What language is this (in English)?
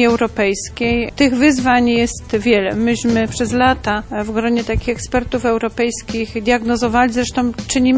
Polish